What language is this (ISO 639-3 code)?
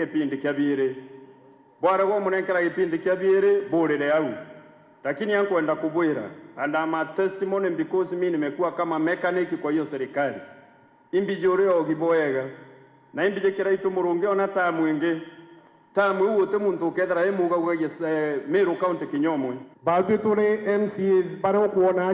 mer